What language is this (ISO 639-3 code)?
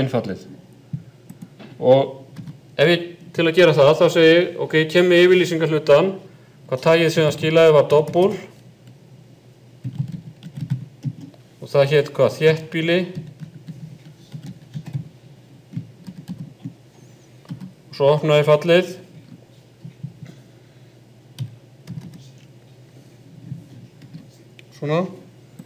isl